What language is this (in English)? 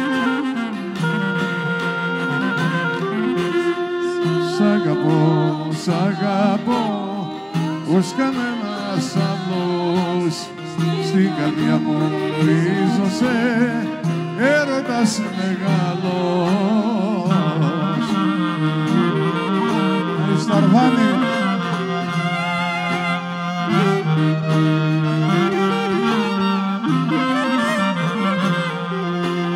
Greek